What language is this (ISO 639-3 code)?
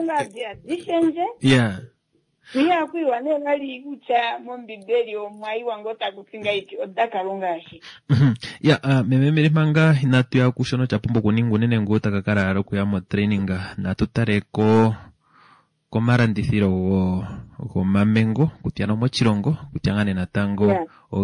kua